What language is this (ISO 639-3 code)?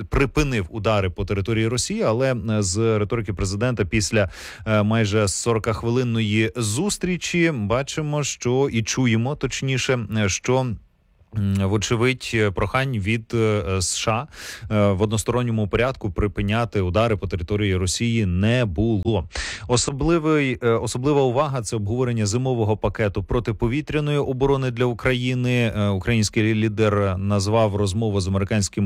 ukr